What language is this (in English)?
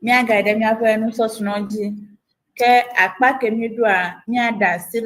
Ewe